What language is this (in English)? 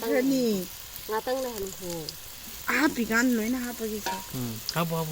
Manipuri